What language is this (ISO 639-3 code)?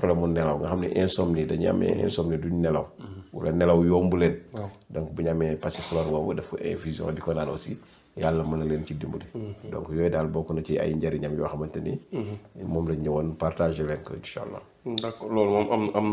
wol